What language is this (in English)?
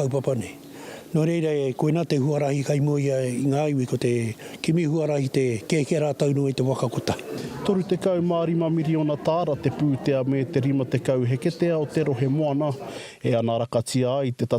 Māori